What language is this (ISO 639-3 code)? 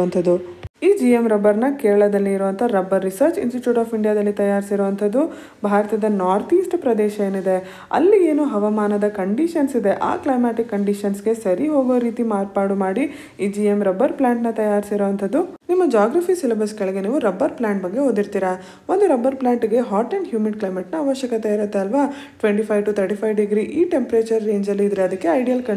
kan